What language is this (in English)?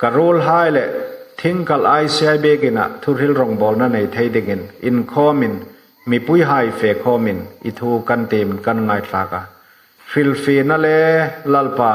Hmar